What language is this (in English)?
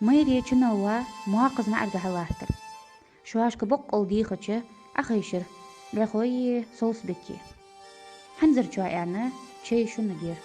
Ingush